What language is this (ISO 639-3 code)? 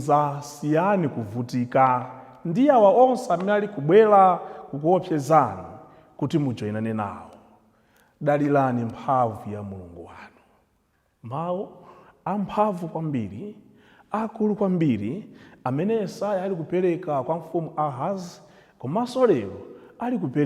nya